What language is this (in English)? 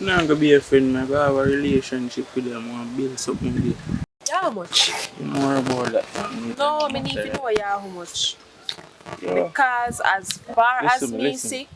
Jamaican Creole English